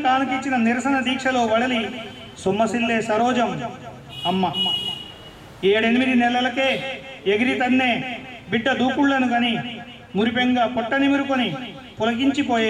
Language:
Telugu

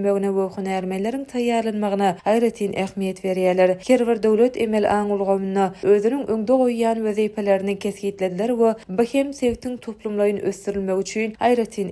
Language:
Turkmen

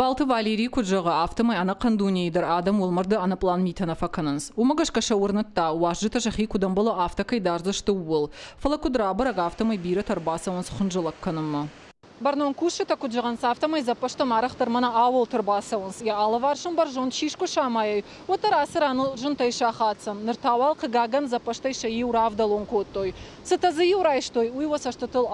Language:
Ossetic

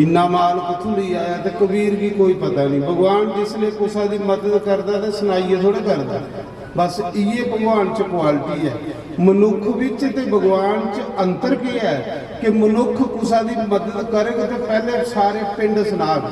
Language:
Dogri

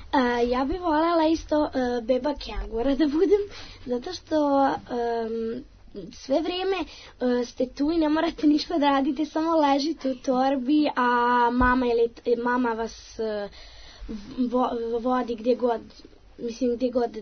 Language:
Serbian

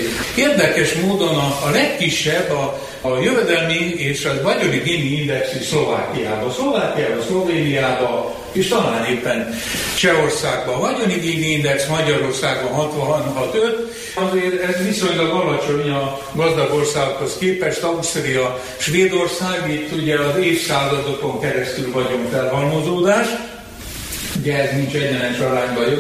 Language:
Hungarian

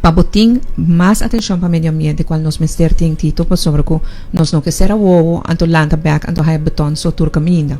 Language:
Papiamento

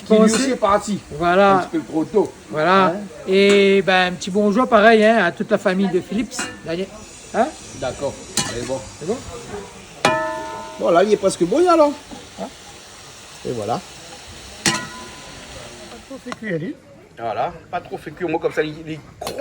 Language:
Réunion Creole French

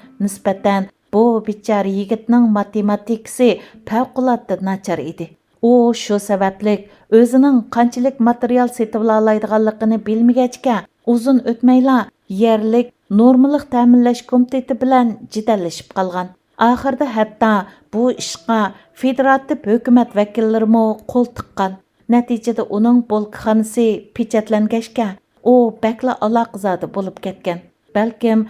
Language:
Uyghur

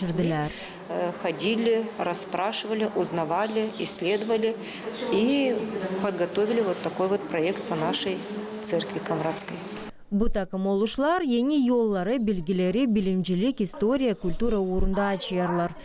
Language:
Gagauz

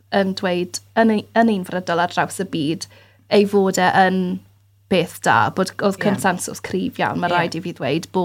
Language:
Welsh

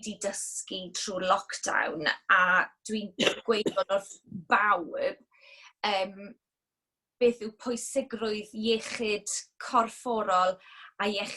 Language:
Welsh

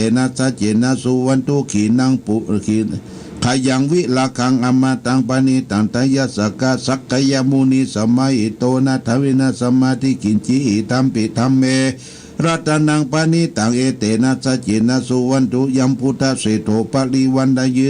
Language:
Pali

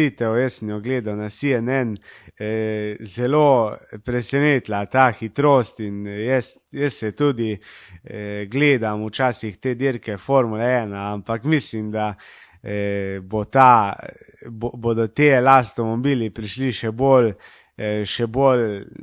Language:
Slovenian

